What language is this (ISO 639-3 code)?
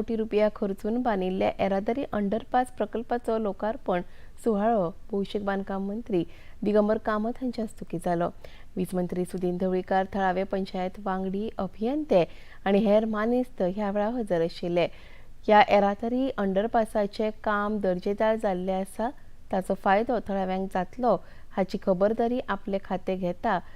kok